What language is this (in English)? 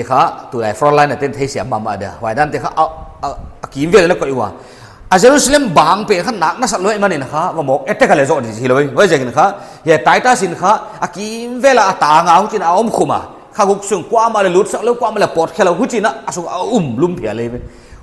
Paite Chin